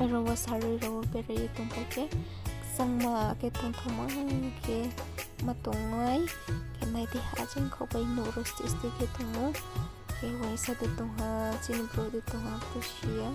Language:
Riang (India)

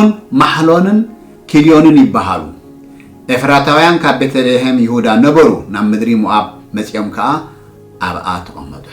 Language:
Tigrinya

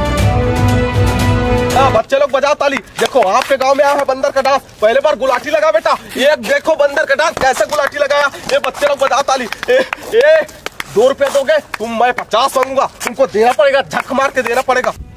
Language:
Hindi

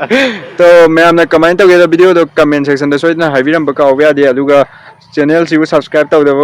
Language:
Manipuri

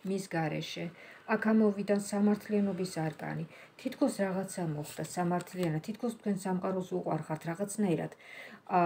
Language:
Georgian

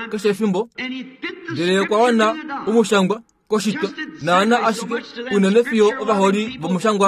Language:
Kuanyama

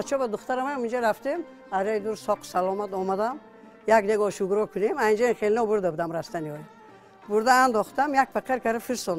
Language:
Tajik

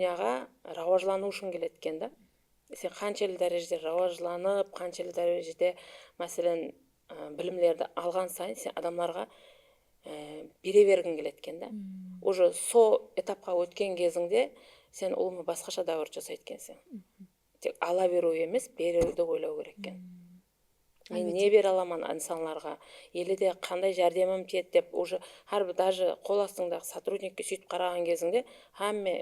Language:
Kara-Kalpak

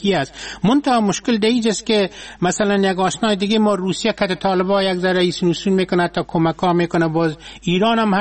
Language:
Persian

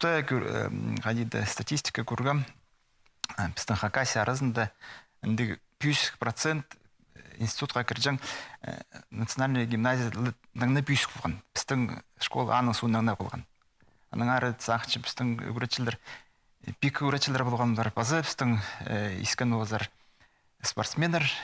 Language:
Khakas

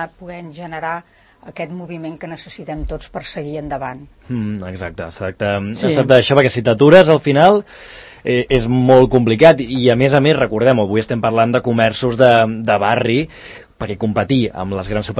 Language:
Catalan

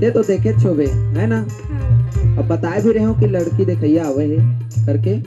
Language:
Chhattisgarhi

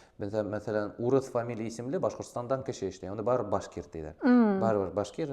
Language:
Bashkir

